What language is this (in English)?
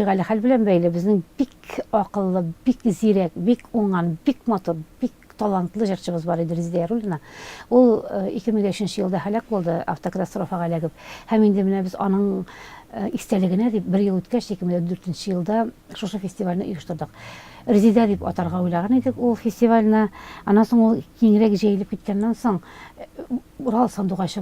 Tatar